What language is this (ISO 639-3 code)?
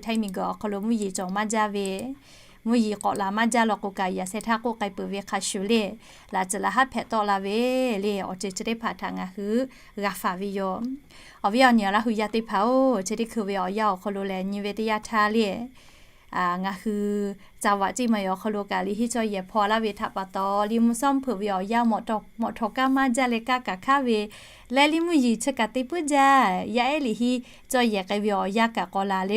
lhu